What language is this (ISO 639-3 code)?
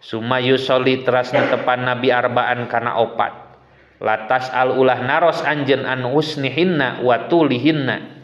sun